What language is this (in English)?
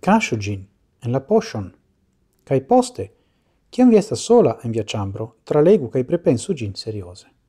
Esperanto